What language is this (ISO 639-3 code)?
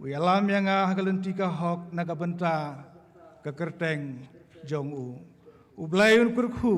kha